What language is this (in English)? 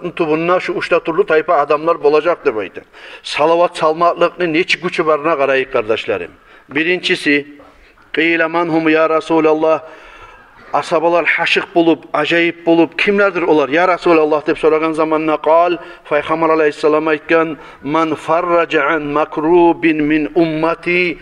Kumyk